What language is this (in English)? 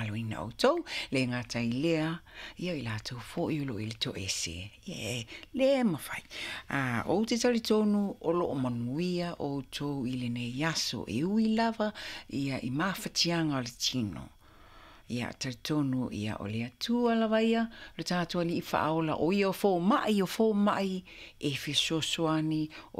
Samoan